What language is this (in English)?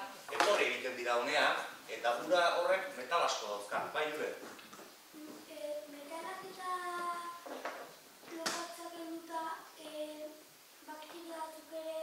Basque